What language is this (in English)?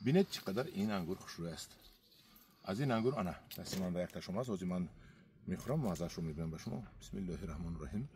Tajik